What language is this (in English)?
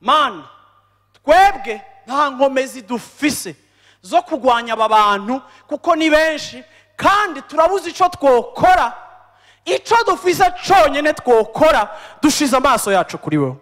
Rundi